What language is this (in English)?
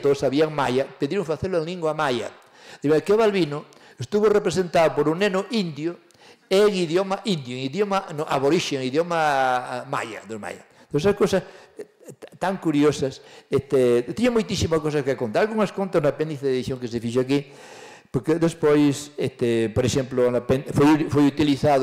Galician